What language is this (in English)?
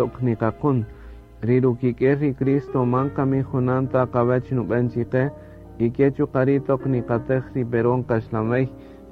Kaqchikel